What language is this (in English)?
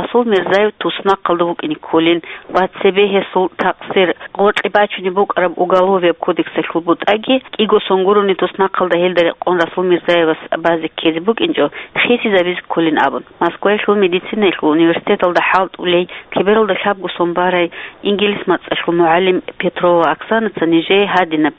Avaric